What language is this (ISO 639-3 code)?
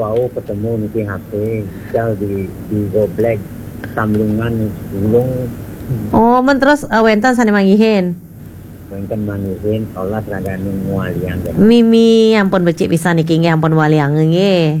ban